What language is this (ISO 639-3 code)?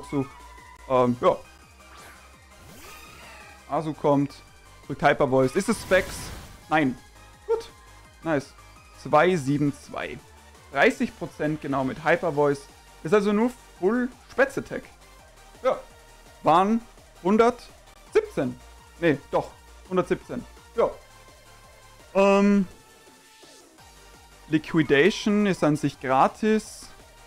deu